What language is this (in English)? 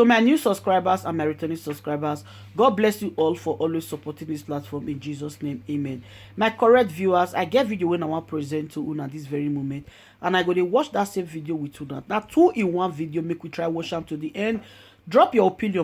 Nigerian Pidgin